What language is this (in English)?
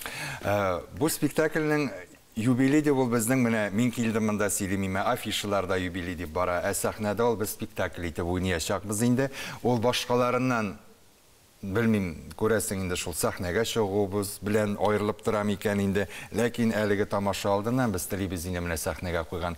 Tatar